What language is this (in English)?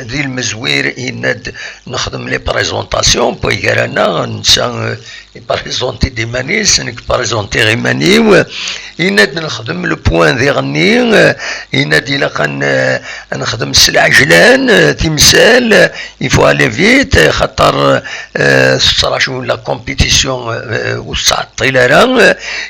Kabyle